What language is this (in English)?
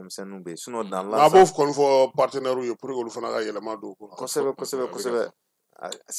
Bambara